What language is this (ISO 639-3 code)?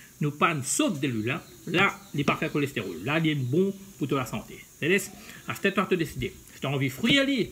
mfe